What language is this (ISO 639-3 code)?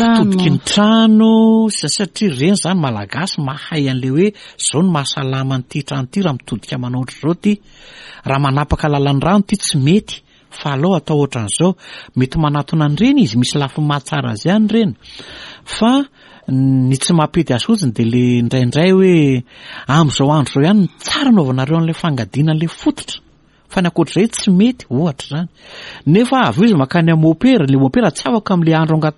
mlg